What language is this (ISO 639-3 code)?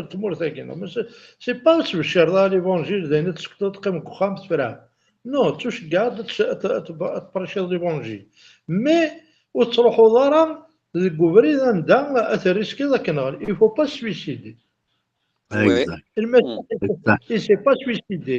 kab